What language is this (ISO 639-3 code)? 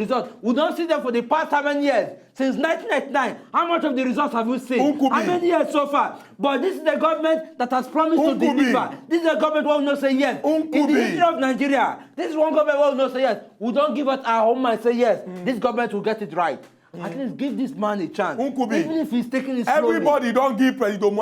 pcm